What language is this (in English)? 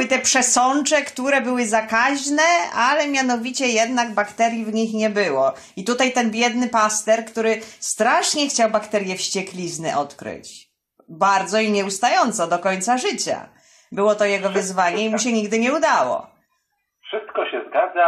Polish